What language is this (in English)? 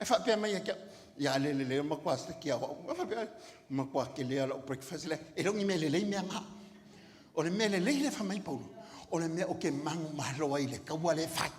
Samoan